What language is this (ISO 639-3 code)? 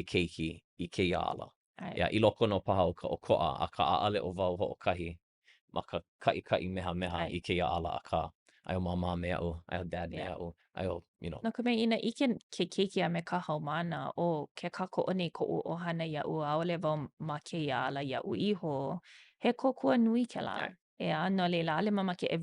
haw